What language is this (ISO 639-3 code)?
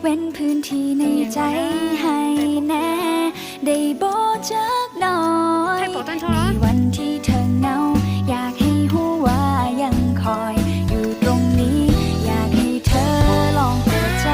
hmn